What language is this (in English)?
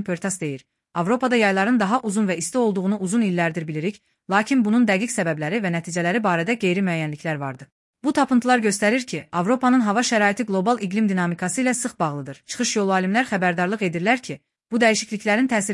Azerbaijani